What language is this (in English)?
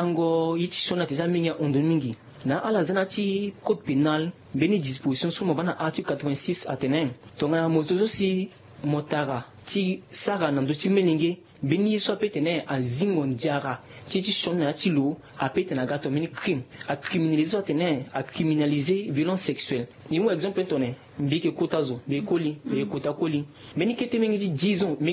Sango